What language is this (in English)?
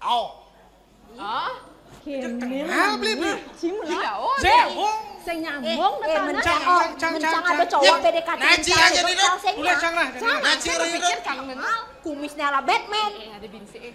Balinese